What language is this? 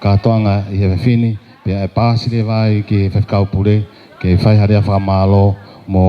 Tongan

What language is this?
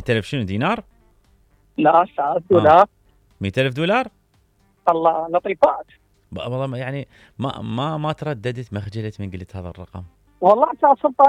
Mesopotamian Arabic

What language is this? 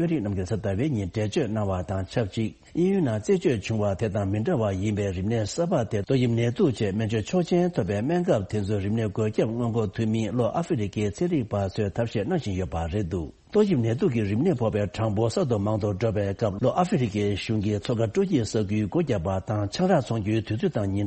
Tibetan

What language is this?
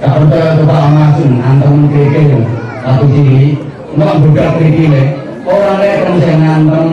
Javanese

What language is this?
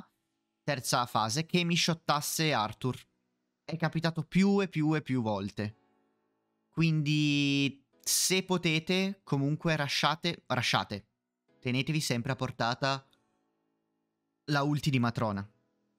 Italian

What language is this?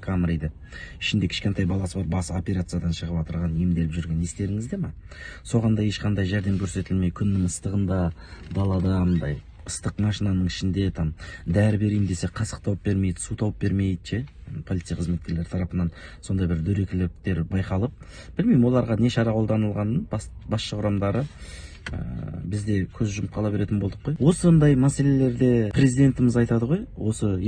Kazakh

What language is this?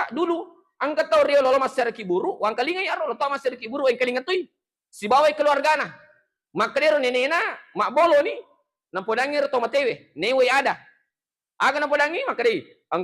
Buginese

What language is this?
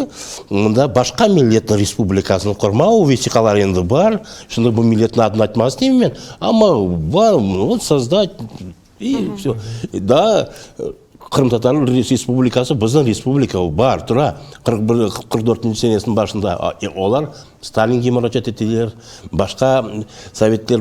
Crimean Tatar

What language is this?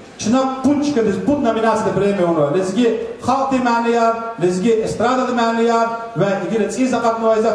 Lezghian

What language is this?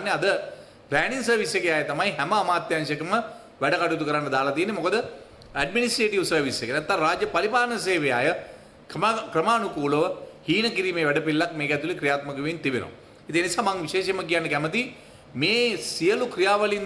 Sinhala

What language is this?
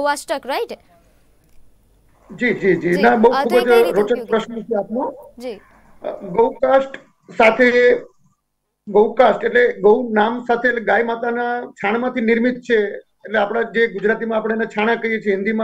Gujarati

